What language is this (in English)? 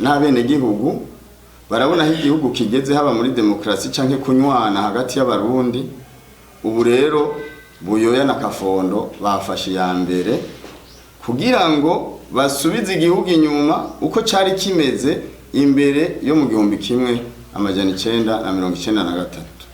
Rundi